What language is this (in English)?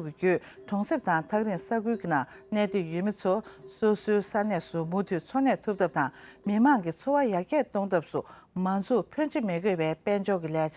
Tibetan